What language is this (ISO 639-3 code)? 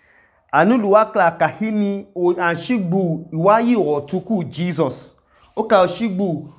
idu